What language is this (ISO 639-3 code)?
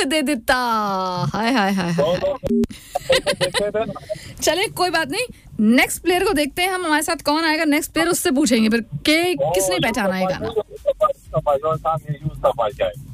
hin